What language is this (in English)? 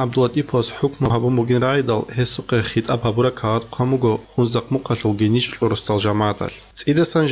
Avaric